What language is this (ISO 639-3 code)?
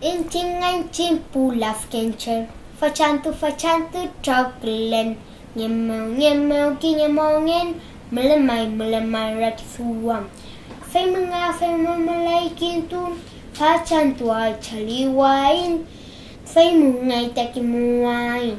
arn